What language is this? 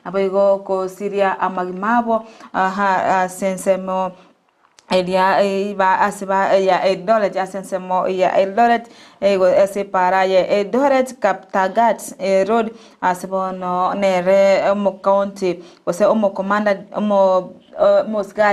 Gusii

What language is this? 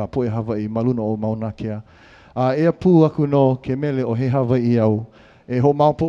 Hawaiian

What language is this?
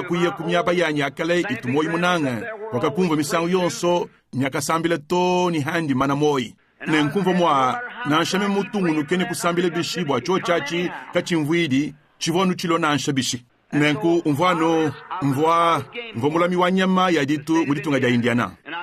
Luba-Lulua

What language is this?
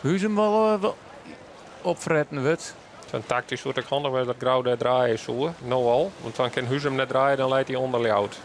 Western Frisian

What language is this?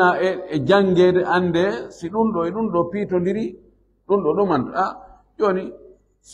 Fula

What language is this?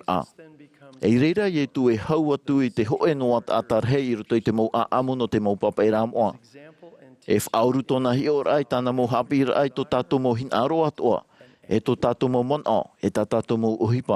Tahitian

